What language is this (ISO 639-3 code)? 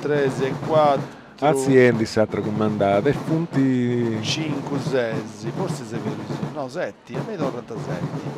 srd